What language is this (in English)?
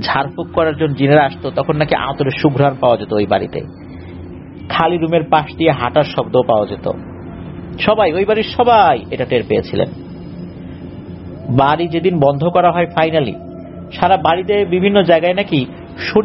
Bangla